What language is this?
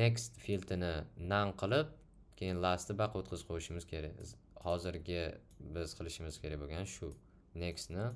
Uzbek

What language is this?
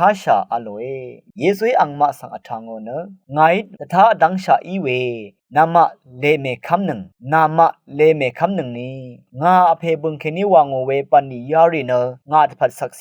Rawang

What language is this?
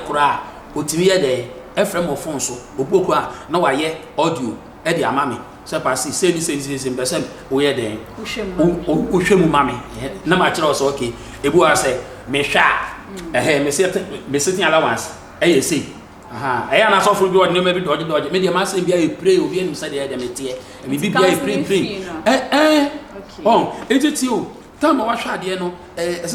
Akan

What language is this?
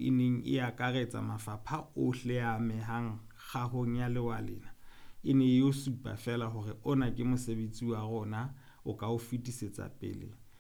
Southern Sotho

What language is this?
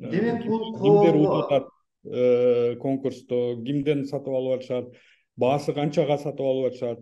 Kyrgyz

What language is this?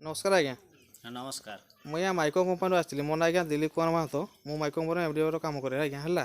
Odia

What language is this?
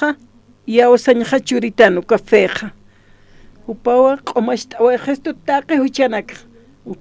Aymara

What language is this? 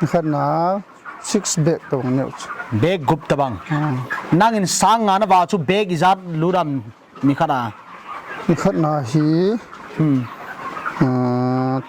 Paite Chin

